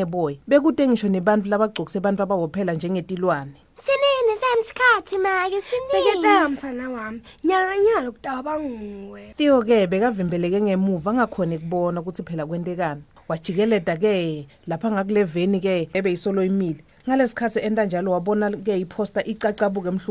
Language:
Swati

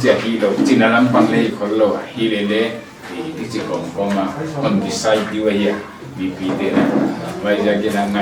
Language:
Paite Chin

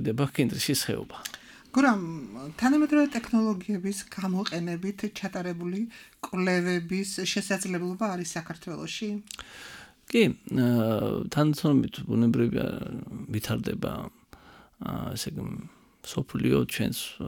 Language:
Georgian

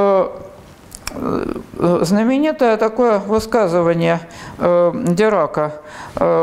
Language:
Russian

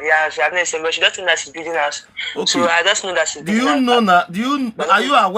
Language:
Nigerian Pidgin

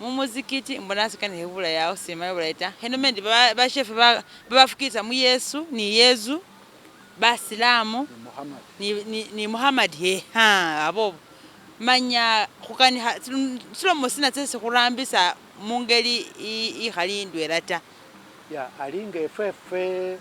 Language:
Masaaba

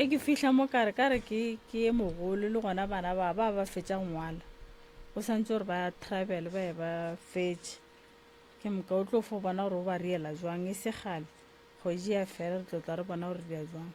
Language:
Northern Sotho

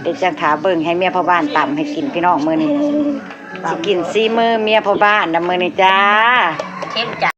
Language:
Northeastern Thai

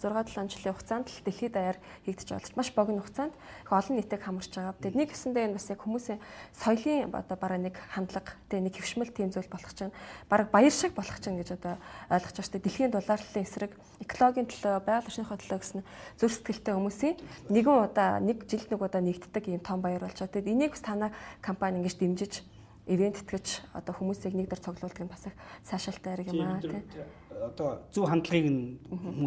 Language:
Mongolian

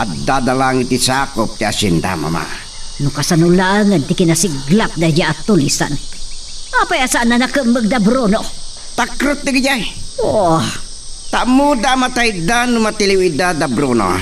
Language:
Iloko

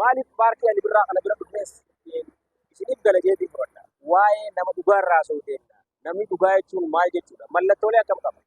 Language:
Oromo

